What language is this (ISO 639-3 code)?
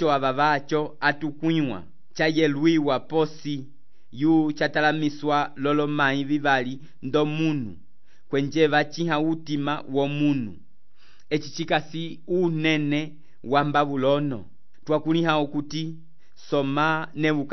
umb